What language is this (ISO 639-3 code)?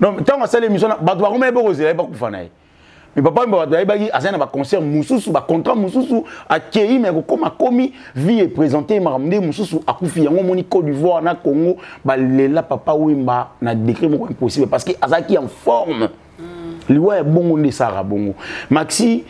lin